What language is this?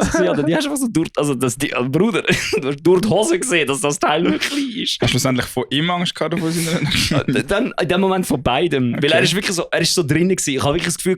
Swiss German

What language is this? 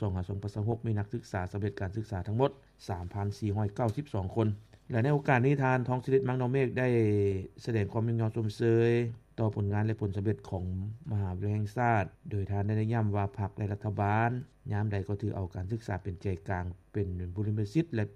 Lao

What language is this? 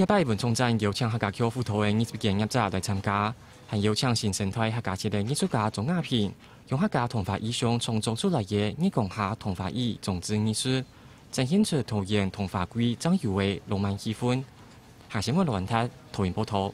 Hakka Chinese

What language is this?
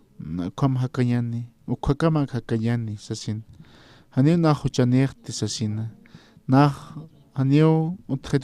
Aymara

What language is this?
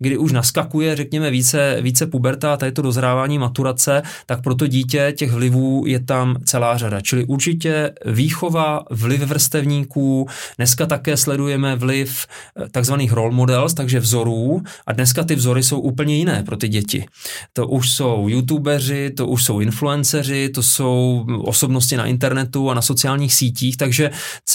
Czech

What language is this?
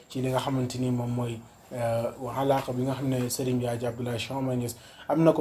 Wolof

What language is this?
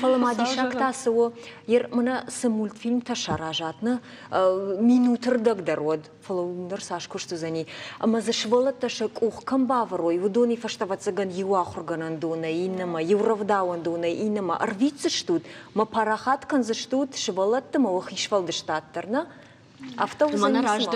Ossetic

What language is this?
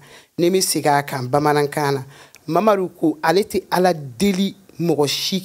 Bambara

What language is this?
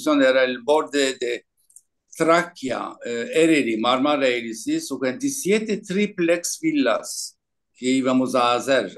Ladino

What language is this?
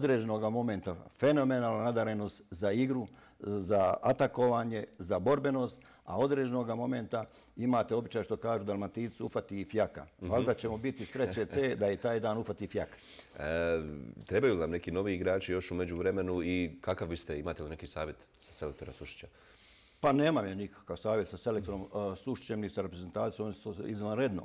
Bosnian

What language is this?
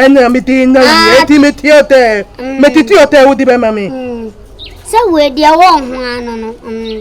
Akan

